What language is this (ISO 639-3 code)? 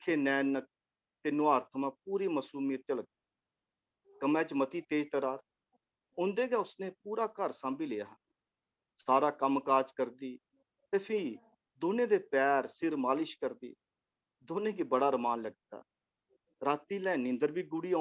doi